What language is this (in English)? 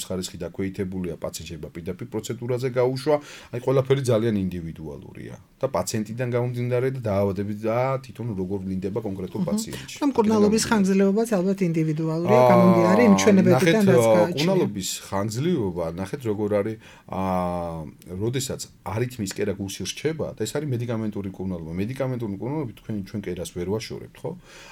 Georgian